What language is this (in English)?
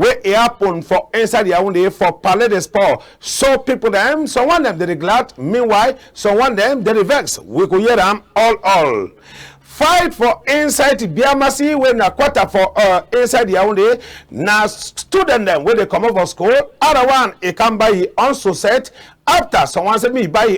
Cameroon Pidgin